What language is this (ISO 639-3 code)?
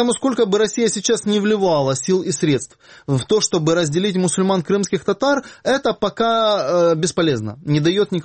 rus